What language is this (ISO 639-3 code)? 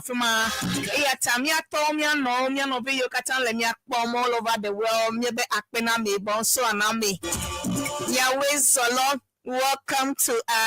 ewe